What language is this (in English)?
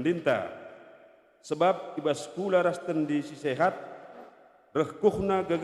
Batak Karo